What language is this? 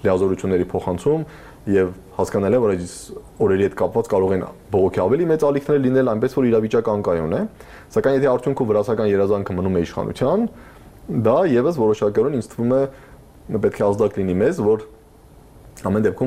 Armenian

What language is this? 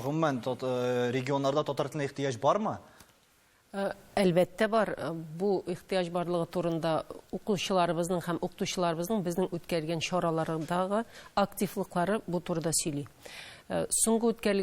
Tatar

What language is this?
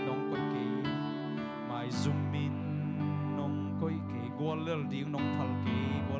Tedim Chin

